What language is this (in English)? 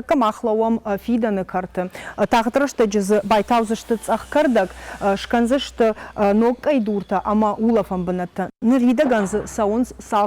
Ossetic